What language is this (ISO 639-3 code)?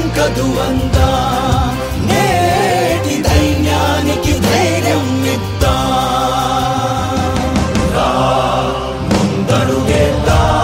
tel